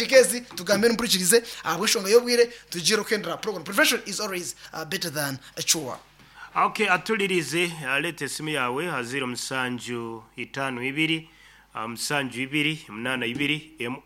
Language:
Nyankole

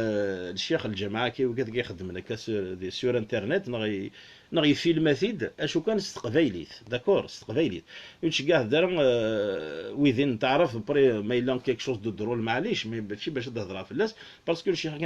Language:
Kabyle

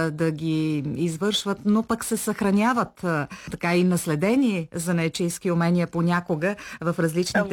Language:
Bulgarian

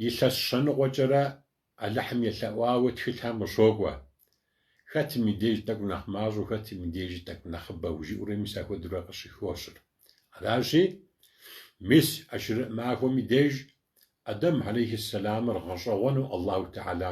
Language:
Kabardian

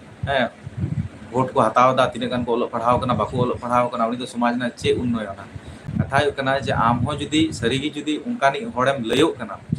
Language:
Santali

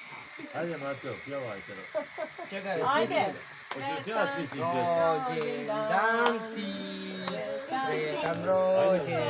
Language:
Croatian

